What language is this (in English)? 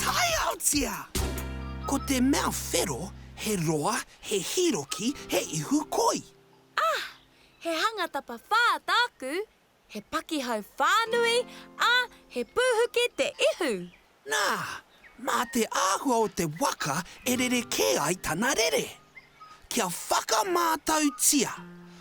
Māori